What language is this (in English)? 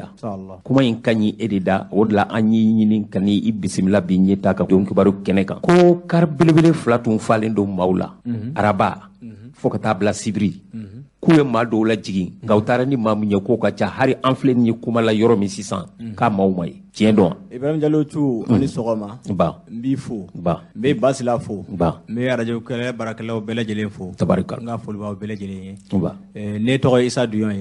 Bambara